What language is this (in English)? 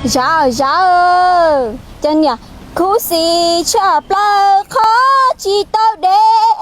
Hmong